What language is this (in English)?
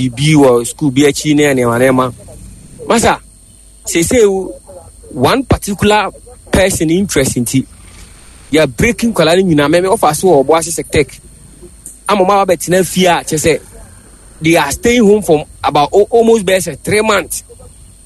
Akan